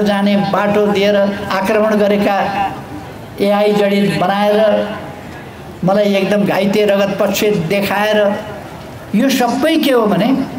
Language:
Nepali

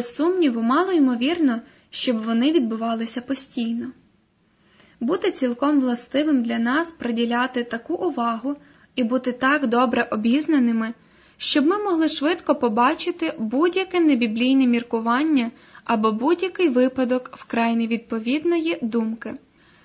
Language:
Ukrainian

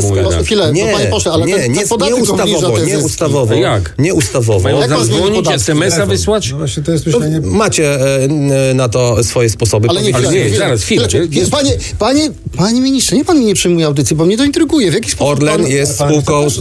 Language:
Polish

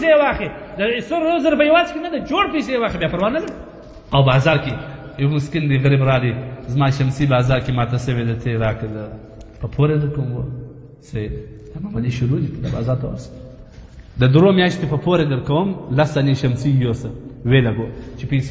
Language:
Pashto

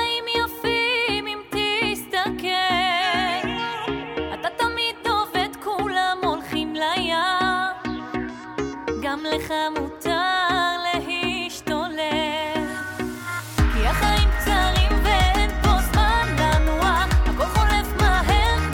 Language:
Hebrew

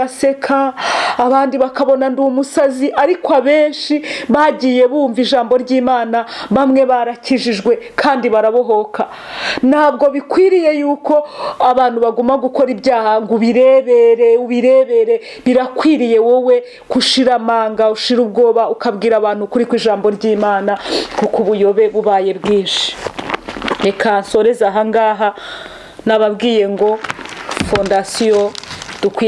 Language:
Kinyarwanda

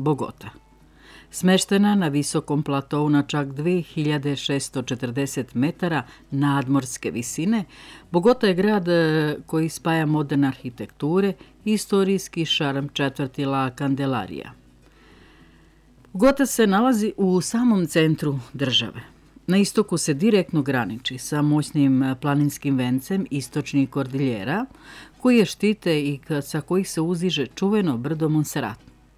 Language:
Serbian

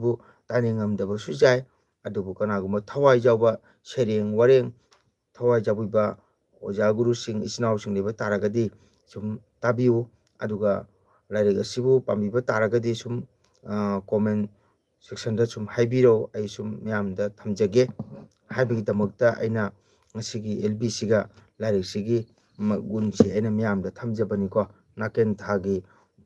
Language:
Manipuri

